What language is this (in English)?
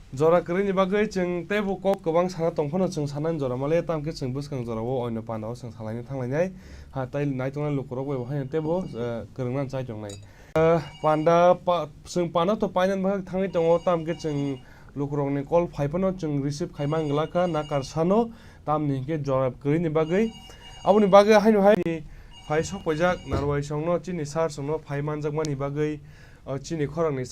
Kok Borok